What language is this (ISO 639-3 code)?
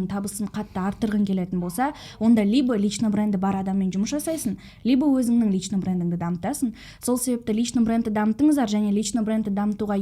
kaz